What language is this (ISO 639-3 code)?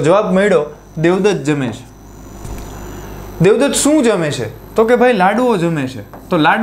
guj